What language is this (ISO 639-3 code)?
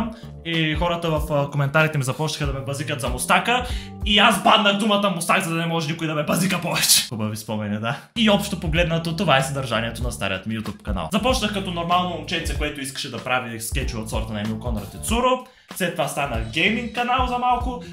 bul